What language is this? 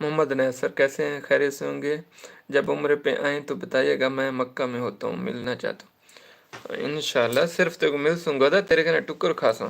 Saraiki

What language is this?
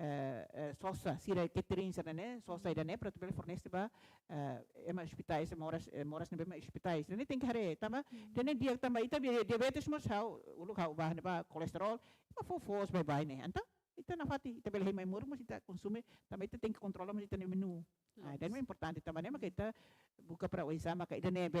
Tetum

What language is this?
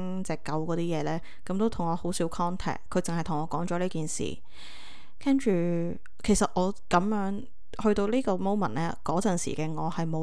Cantonese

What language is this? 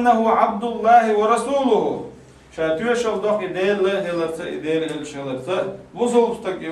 Chechen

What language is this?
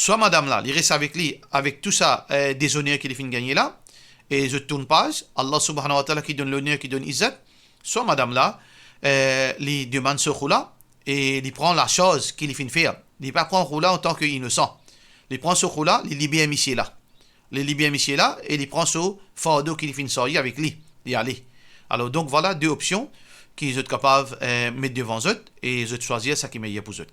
Morisyen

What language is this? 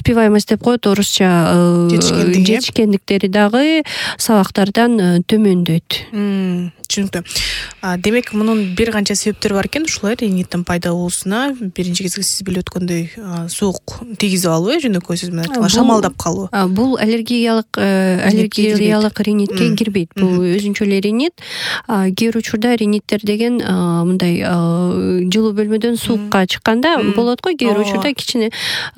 Kyrgyz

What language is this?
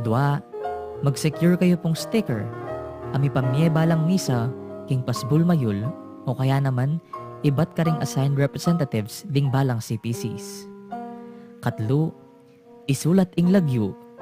Pampanga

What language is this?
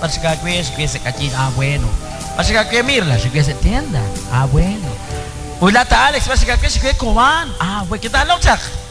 Kekchí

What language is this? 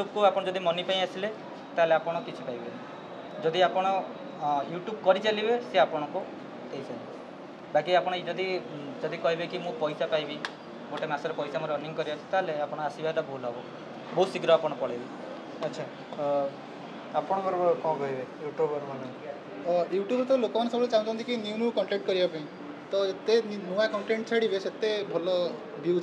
Odia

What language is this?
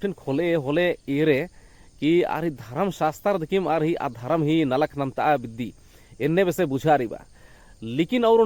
Kurukh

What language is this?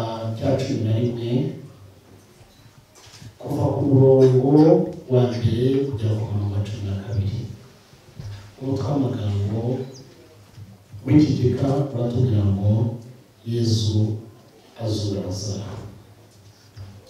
Kinyarwanda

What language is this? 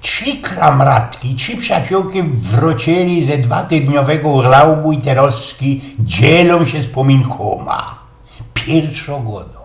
Silesian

